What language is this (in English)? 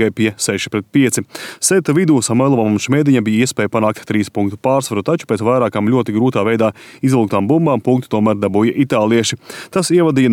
Latvian